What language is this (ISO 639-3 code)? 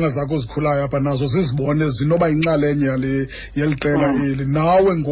xho